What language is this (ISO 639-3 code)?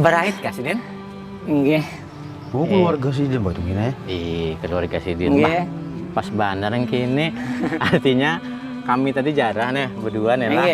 bjn